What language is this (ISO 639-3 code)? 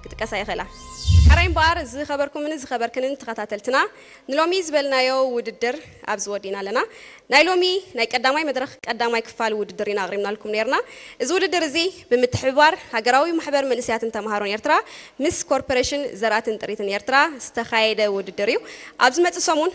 tir